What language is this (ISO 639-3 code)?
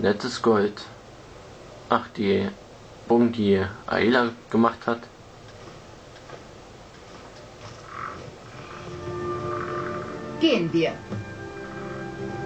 deu